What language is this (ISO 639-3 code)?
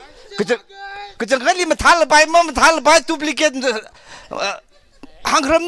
nmf